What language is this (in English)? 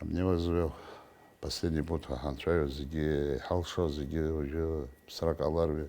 Abkhazian